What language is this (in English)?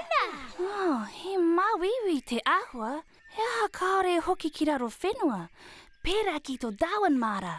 Māori